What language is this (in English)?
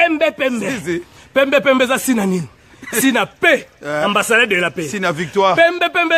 Lingala